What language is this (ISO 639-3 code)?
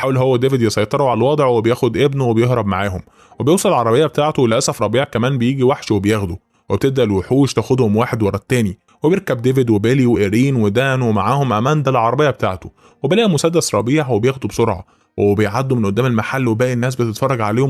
arz